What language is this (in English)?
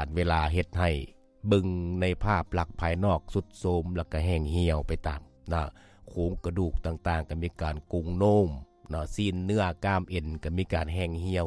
Lao